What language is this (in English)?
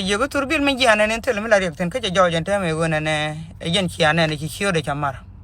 Nuer